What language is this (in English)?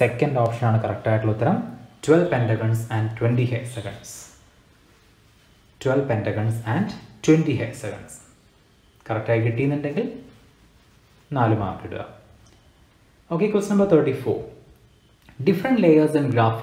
Malayalam